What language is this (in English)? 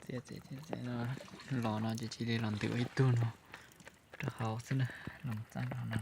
Hmong